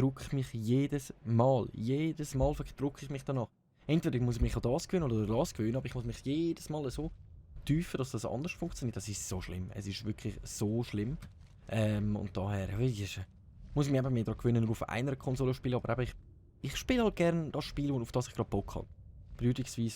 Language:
Swiss German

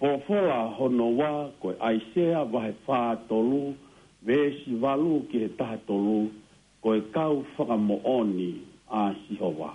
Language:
Tongan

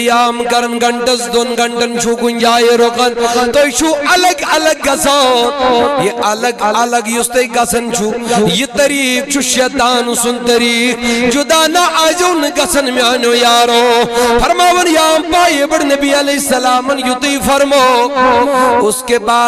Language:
Kashmiri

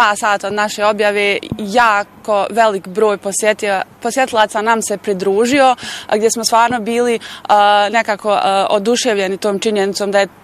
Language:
Bosnian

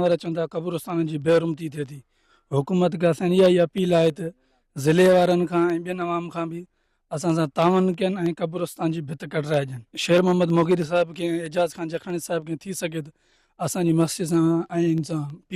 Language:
Sindhi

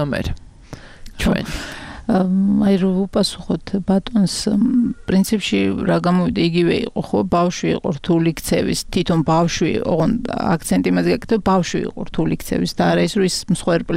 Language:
Georgian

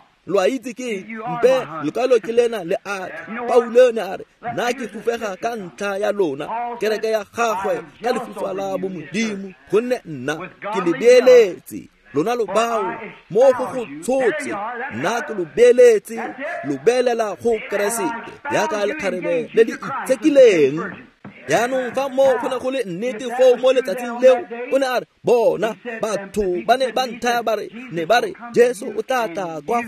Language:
Tswana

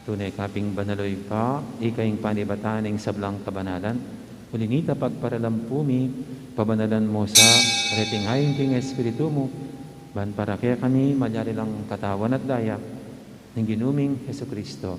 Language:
Pampanga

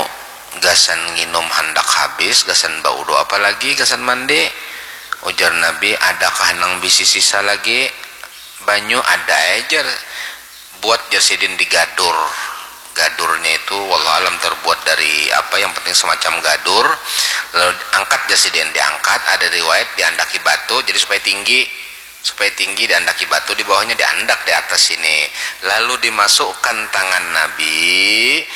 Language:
Banjar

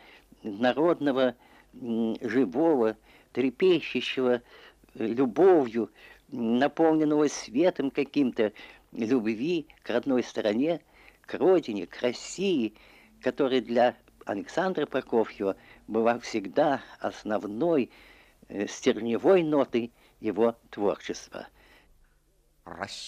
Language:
Russian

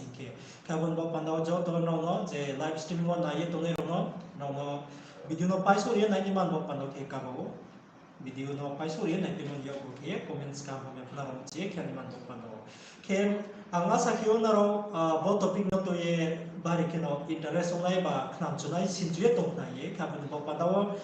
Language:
Riang (India)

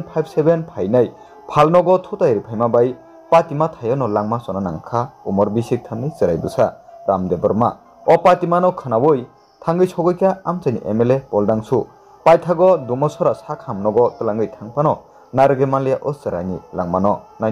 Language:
Kok Borok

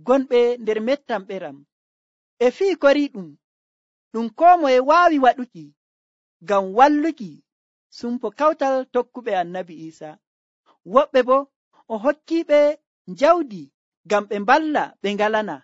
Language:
Nigerian Fulfulde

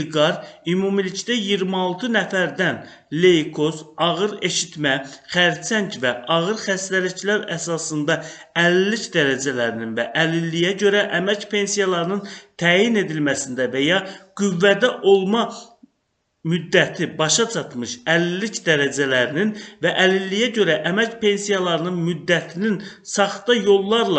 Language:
Azerbaijani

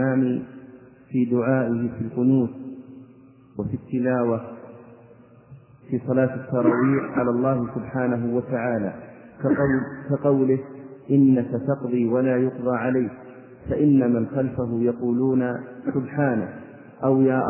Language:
Arabic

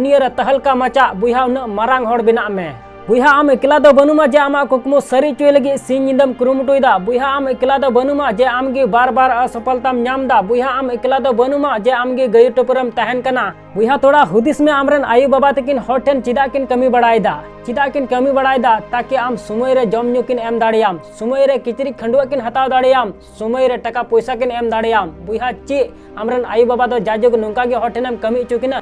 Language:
Santali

